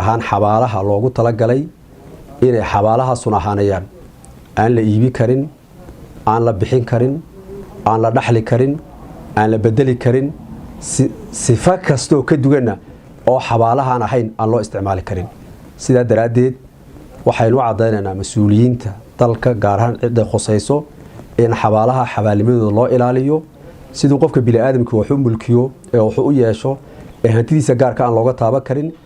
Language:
Somali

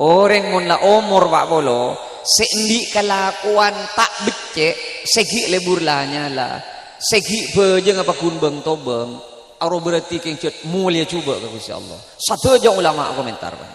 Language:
Madurese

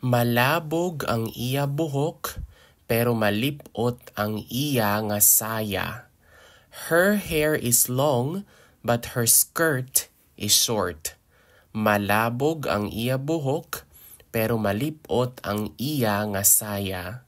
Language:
Hiligaynon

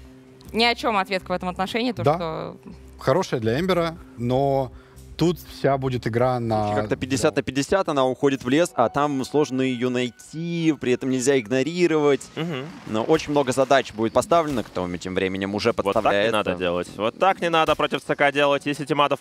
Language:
Russian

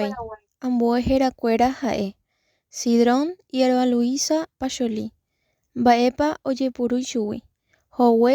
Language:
Guarani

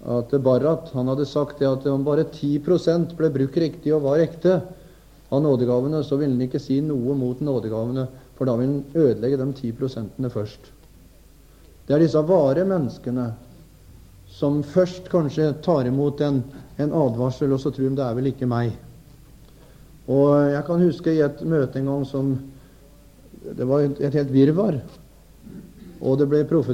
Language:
Norwegian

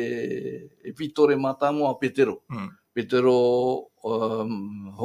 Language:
Tahitian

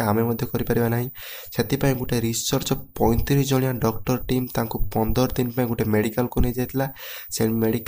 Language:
Odia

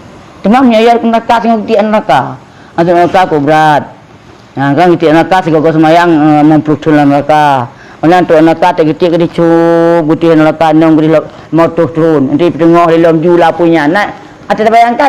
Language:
Achinese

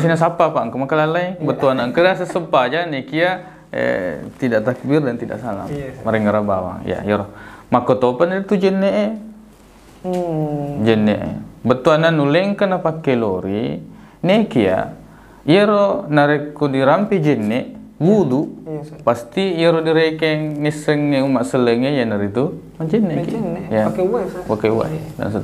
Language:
Buginese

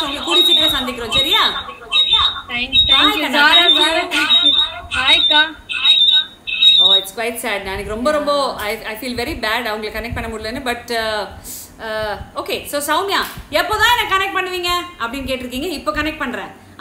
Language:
Tamil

